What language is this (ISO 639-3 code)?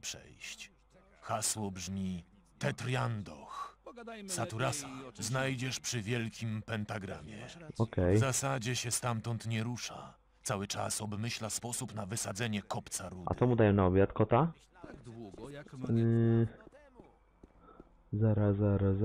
pol